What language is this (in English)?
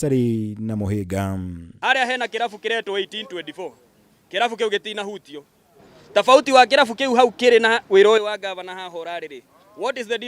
Kikuyu